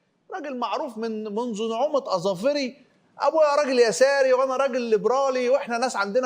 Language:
Egyptian Arabic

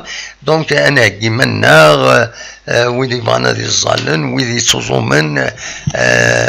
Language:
Kabyle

